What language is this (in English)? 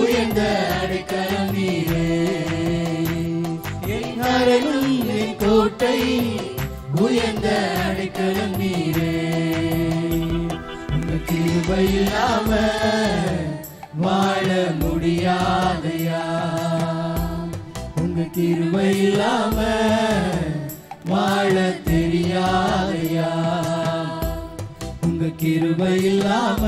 Tamil